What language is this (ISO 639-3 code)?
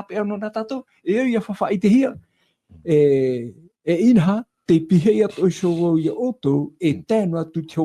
tah